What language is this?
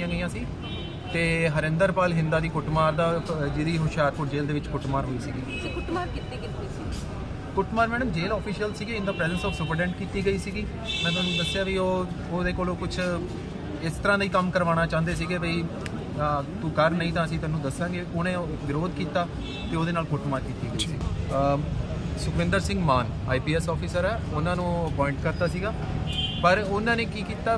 Punjabi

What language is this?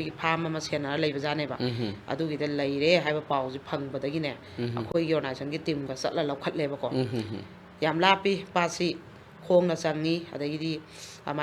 Manipuri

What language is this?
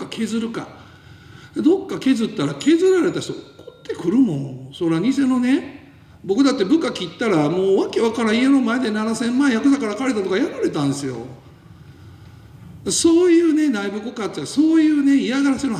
Japanese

